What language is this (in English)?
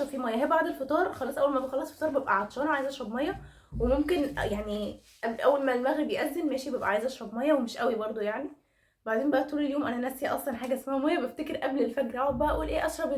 Egyptian Arabic